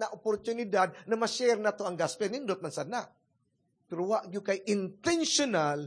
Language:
Cebuano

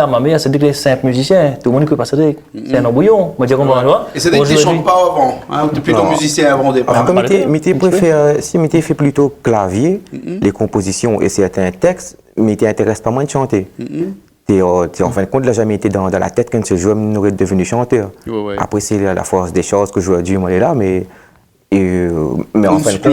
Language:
Réunion Creole French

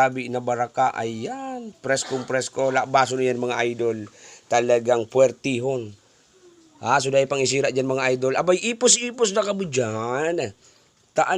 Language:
Bikol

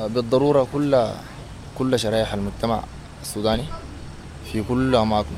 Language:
Sudanese Arabic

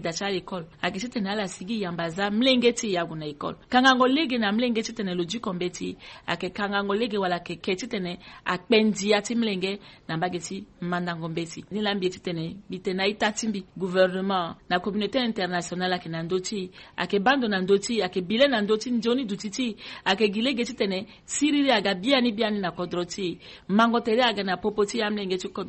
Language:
Sango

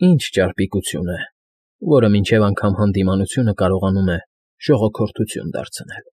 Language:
Armenian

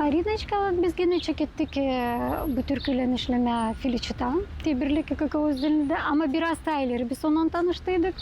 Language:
Gagauz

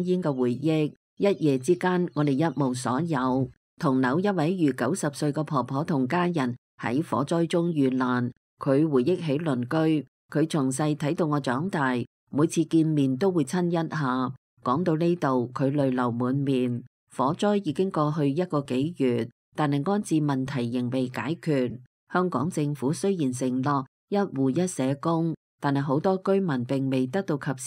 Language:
Cantonese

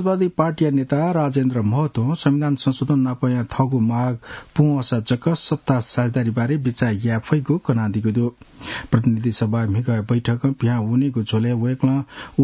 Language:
Newari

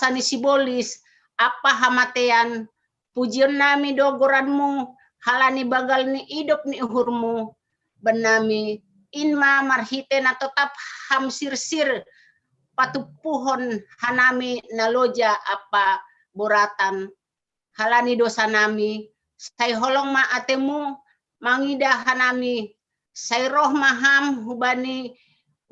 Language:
Batak Simalungun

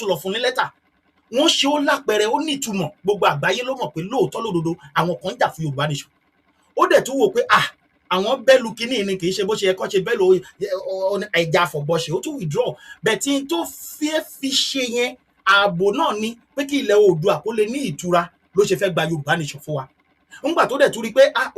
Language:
Yoruba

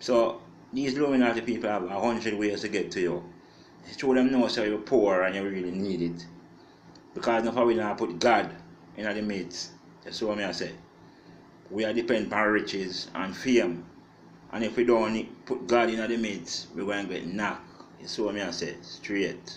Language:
Jamaican Creole English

